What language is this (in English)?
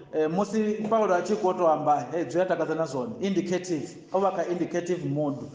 Venda